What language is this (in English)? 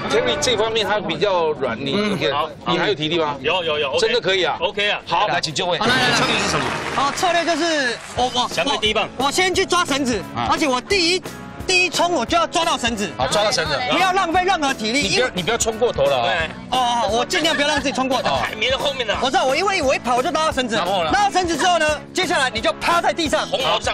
Chinese